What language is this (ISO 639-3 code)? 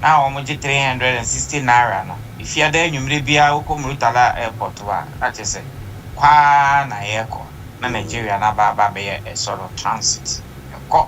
aka